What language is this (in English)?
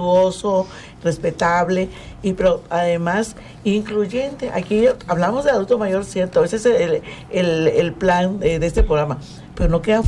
Spanish